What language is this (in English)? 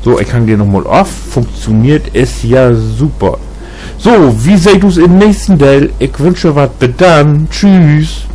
Low German